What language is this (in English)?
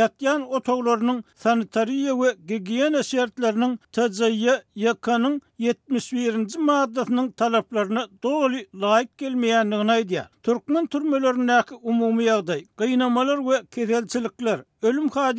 Turkmen